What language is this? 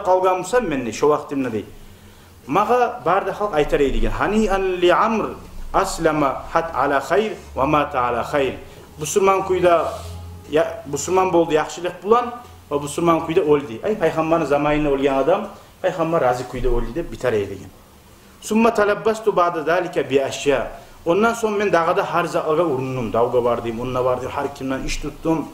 Kumyk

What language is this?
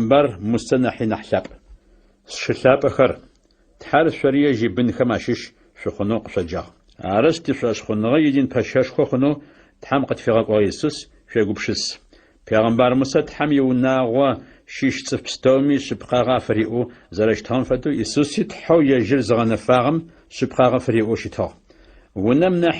Adyghe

